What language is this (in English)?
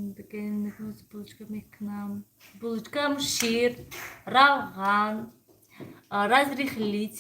Tajik